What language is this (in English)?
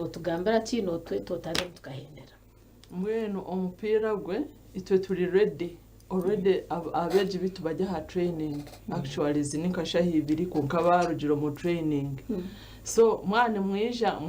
Nyankole